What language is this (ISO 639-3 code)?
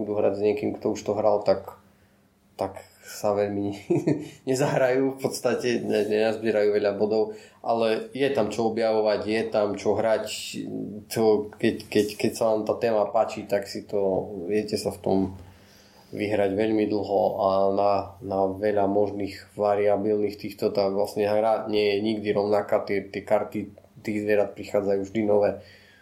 slk